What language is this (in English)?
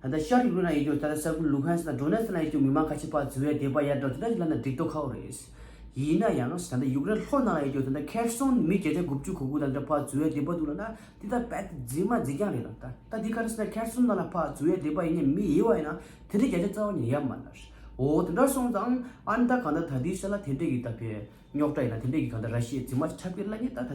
Tibetan